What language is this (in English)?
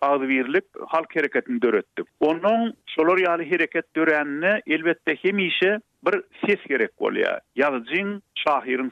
Turkmen